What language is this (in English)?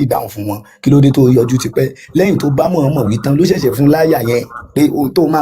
Yoruba